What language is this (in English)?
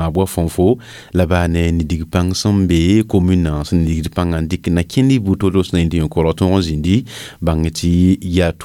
Mossi